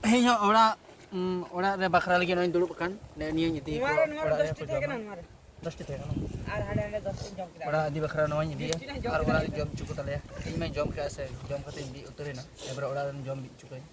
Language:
Santali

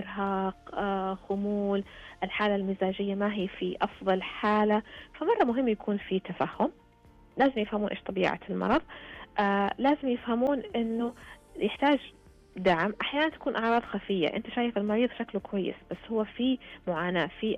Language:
Najdi Arabic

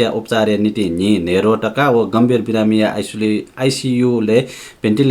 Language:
Newari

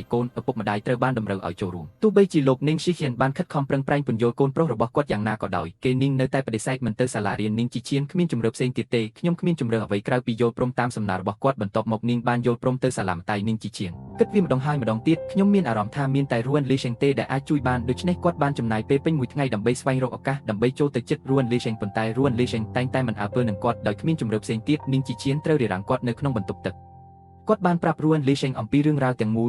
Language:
Khmer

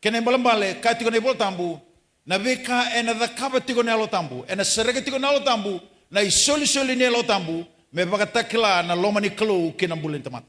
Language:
Fijian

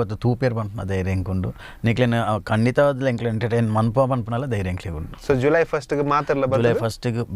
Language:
Tulu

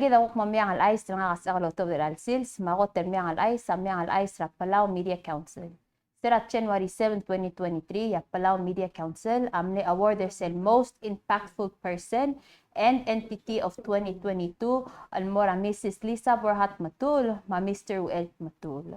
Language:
Palauan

